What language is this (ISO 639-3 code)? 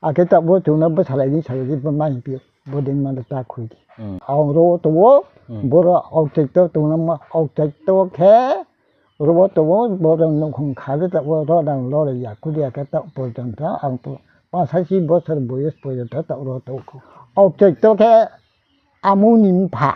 ria